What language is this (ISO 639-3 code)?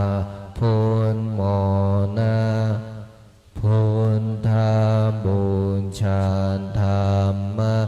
pli